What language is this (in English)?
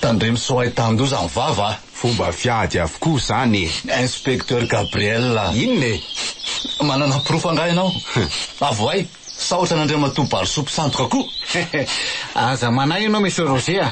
Malagasy